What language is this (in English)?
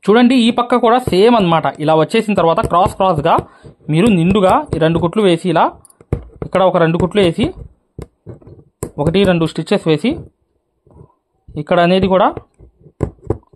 Telugu